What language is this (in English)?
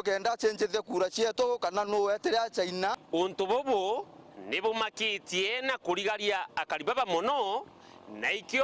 Meru